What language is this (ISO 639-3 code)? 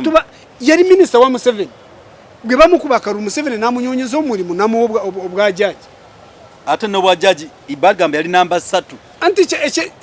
lug